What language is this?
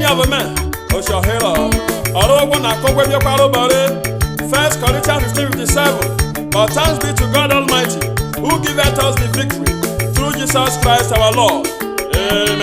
Urhobo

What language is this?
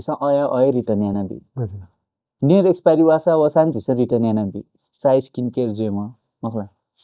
Newari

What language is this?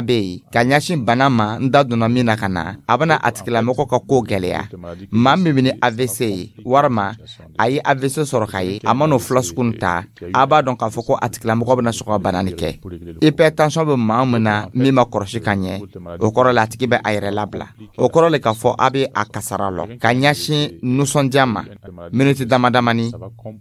Dyula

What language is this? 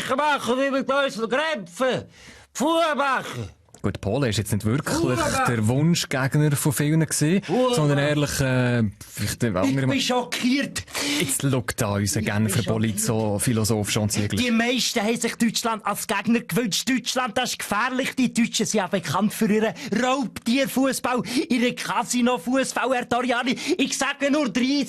Swiss German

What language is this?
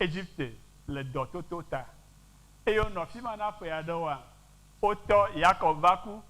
Ewe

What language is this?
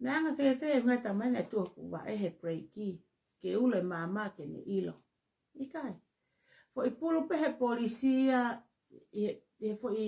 Tongan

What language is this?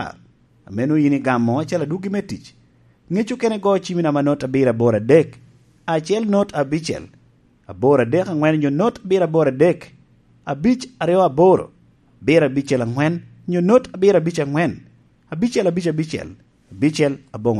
Lango (Uganda)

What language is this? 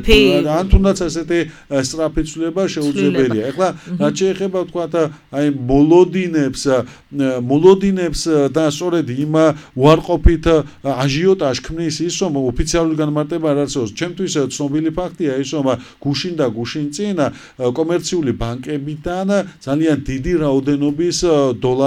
Georgian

